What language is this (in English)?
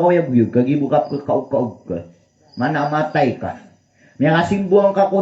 Maranao